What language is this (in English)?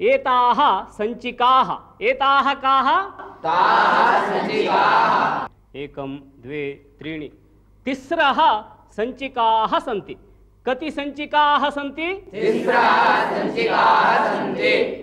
Sanskrit